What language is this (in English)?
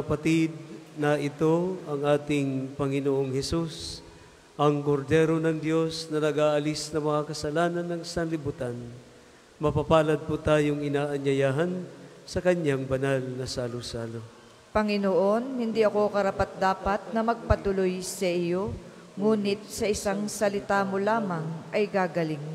Filipino